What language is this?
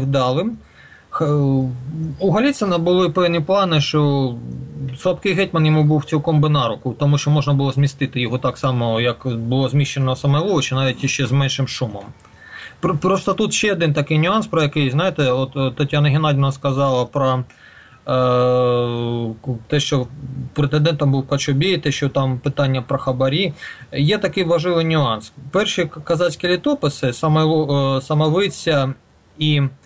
Ukrainian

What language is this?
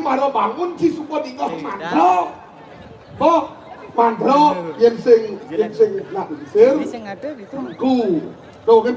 Balinese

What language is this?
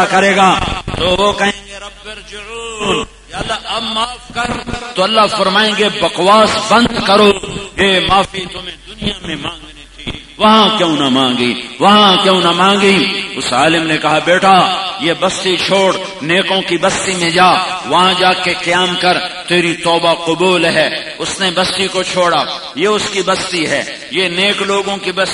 Urdu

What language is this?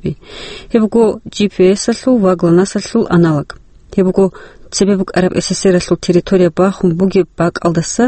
Avaric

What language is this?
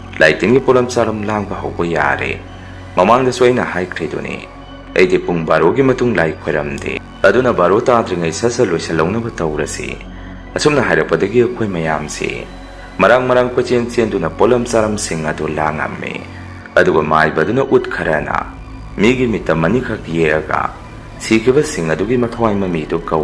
Manipuri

